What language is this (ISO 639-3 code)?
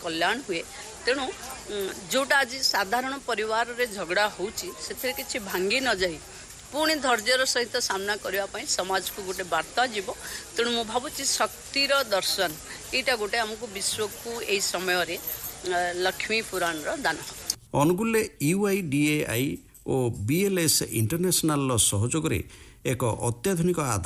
ori